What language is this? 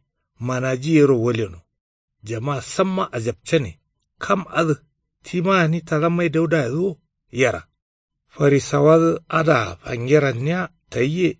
Kanuri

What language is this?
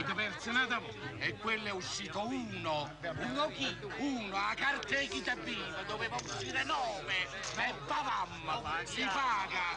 Neapolitan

